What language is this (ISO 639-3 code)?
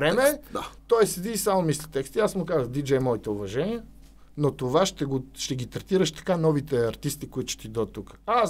bul